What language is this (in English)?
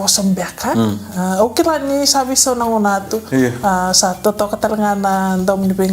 Fijian